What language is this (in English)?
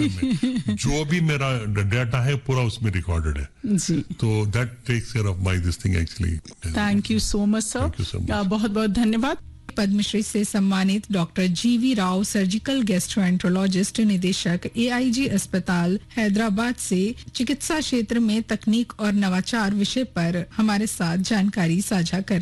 Hindi